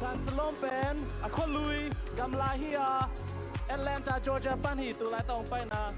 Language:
Tedim Chin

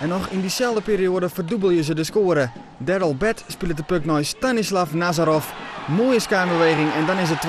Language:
Western Frisian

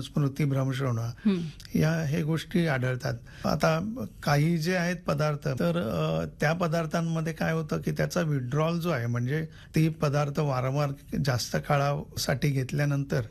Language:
Marathi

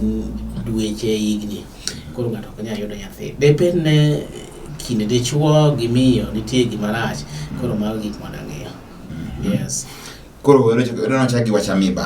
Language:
Luo (Kenya and Tanzania)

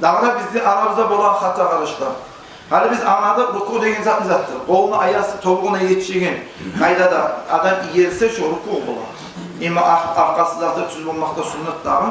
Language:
Kumyk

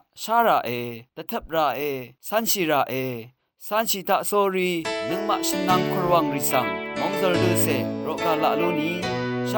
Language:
Rawang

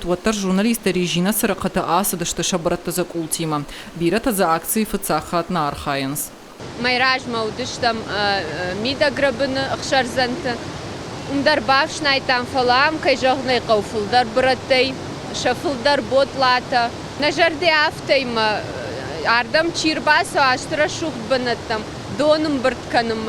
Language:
Ossetic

